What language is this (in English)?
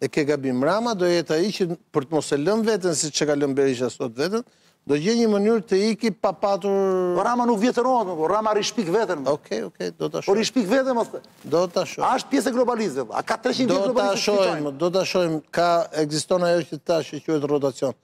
Albanian